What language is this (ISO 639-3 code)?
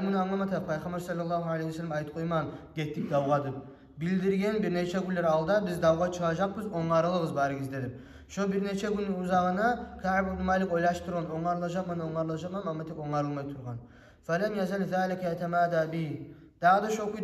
kum